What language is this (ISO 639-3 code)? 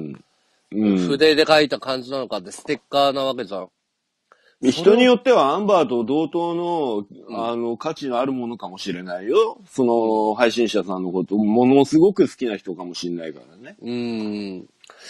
jpn